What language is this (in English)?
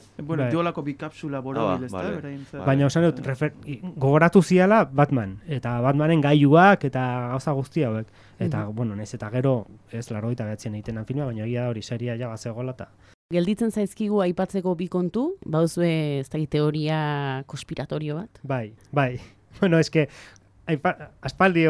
Basque